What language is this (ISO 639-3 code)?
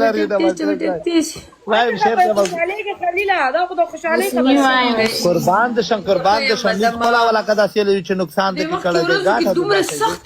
pus